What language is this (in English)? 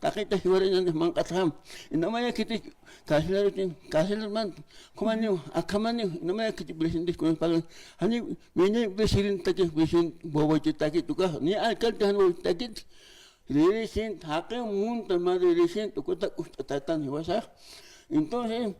Aymara